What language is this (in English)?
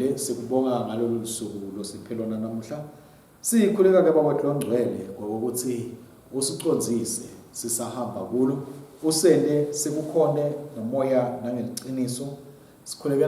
Swati